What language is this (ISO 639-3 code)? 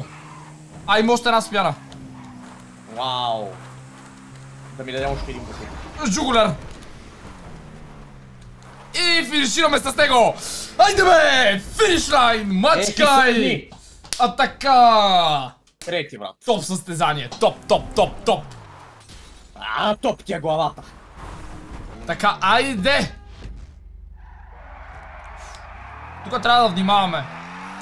bul